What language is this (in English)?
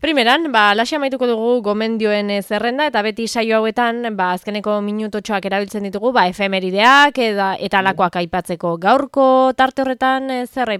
Basque